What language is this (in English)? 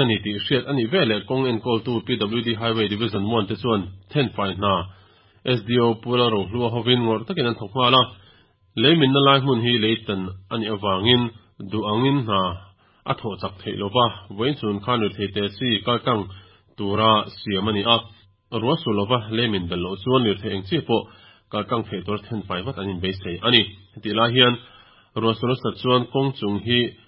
Mizo